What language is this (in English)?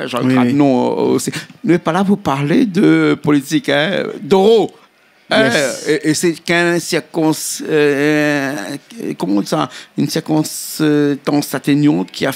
Réunion Creole French